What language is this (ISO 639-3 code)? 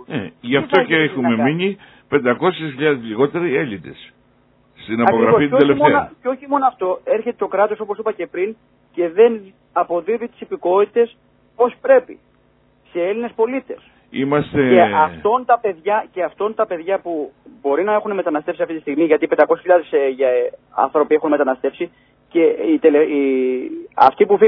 ell